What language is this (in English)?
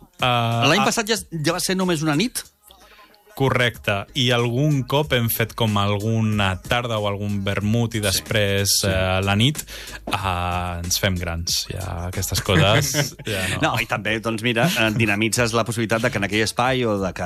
Catalan